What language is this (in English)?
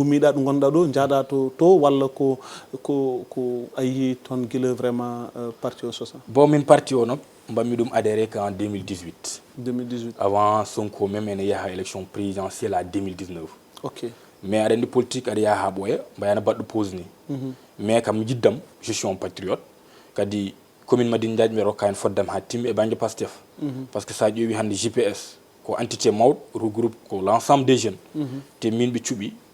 Fula